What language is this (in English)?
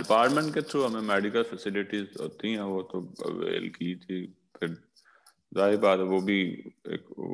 Urdu